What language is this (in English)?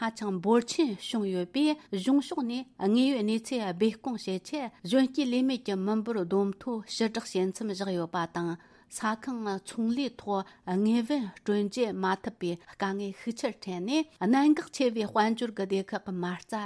Tibetan